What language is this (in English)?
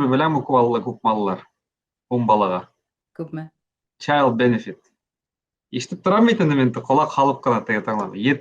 Bashkir